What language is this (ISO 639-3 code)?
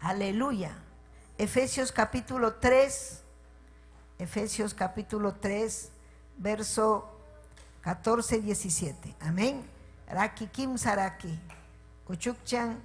quy